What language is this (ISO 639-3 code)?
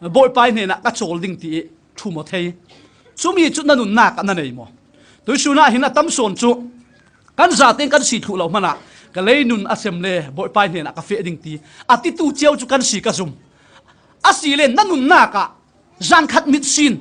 cfm